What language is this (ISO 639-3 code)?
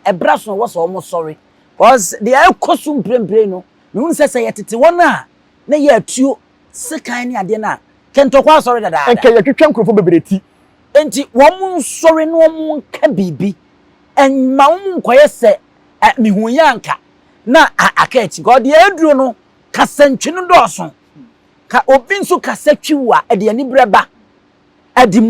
aka